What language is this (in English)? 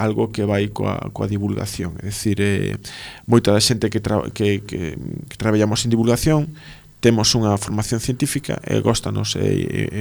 Galician